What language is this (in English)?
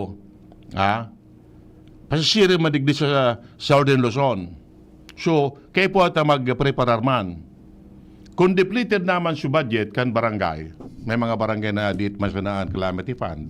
Bikol